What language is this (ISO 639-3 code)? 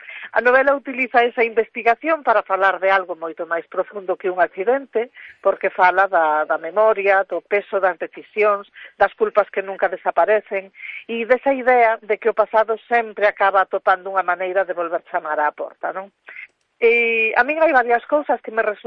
glg